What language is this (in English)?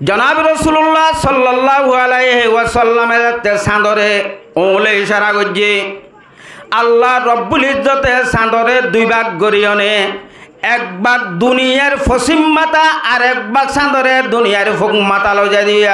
Rohingya